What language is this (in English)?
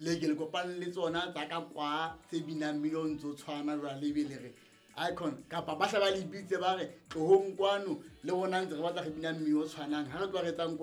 Southern Sotho